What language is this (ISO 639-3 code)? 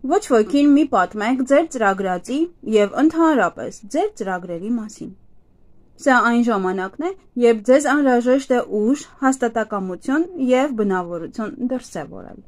hye